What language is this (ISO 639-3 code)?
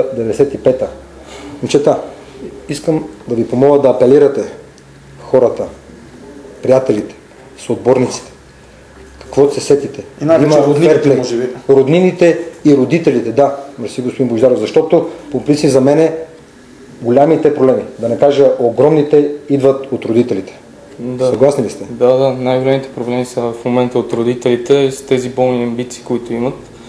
bul